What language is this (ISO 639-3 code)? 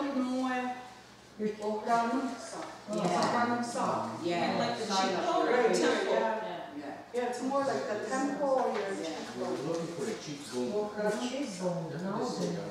moh